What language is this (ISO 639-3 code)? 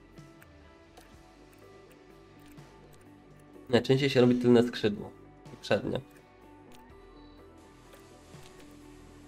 pol